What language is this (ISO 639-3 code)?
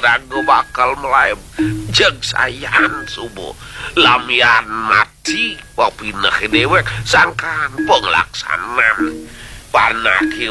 ban